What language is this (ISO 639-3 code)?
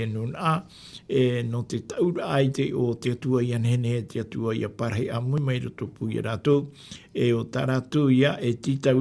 tah